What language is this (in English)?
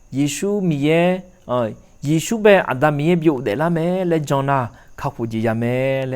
Akha